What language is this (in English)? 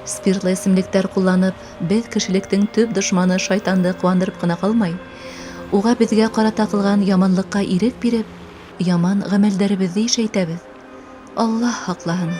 Bashkir